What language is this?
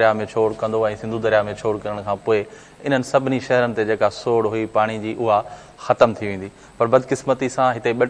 Sindhi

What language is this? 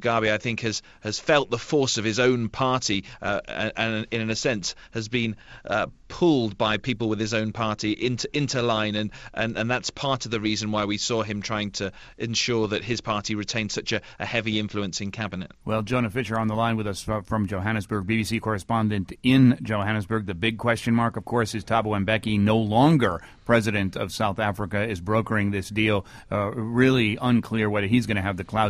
English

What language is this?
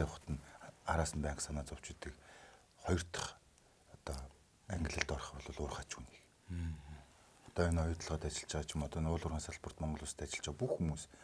Mongolian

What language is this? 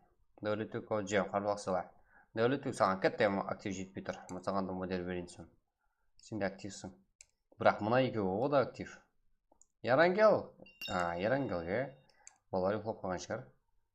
Kara-Kalpak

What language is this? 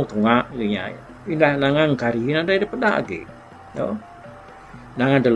Iban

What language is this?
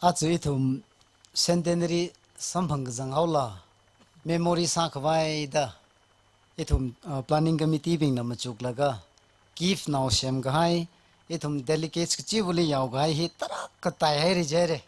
Tangkhul Naga (India)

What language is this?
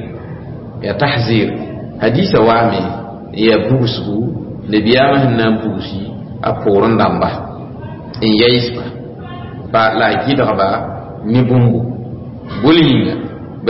Mossi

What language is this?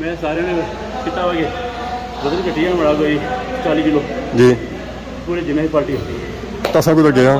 Pahari-Potwari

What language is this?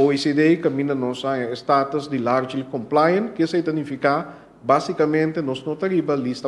Papiamento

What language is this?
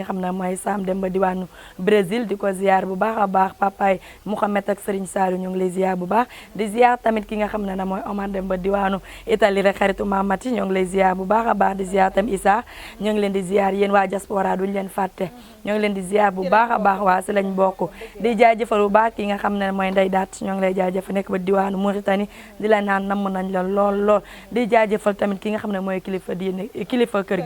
Wolof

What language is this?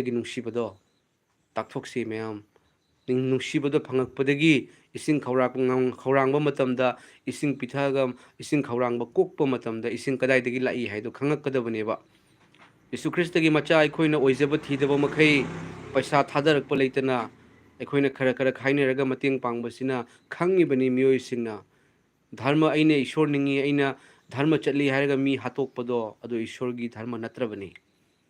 Manipuri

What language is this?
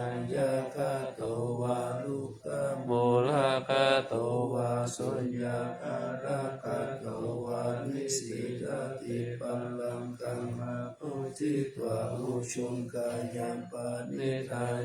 Pali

